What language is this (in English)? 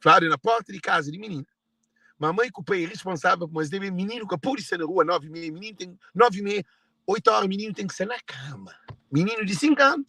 Kabuverdianu